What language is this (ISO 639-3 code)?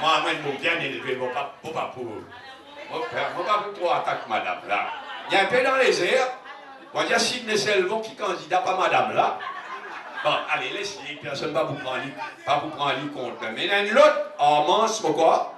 mfe